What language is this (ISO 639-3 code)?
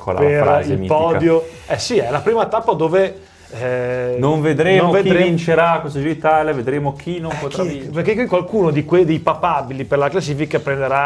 ita